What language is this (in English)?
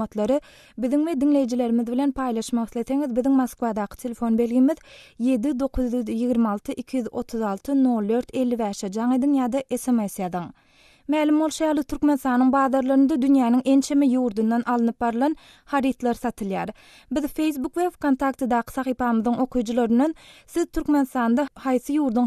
Turkmen